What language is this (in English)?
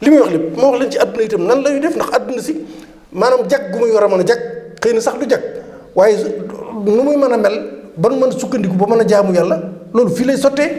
Wolof